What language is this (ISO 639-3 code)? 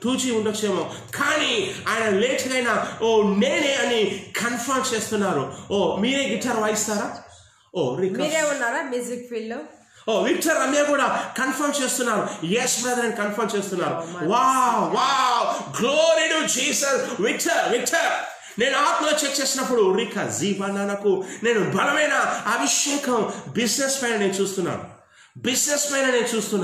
tel